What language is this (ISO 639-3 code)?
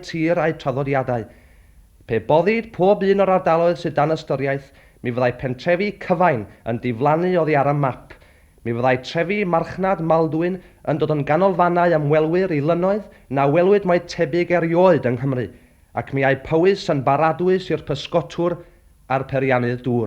cym